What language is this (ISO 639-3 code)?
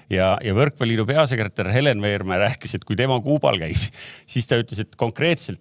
est